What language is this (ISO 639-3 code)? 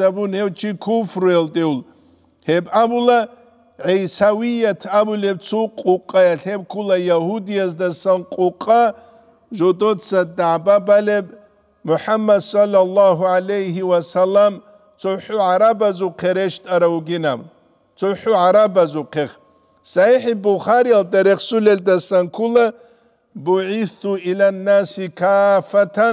ava